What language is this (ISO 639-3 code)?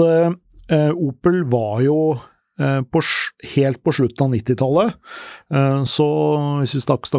nor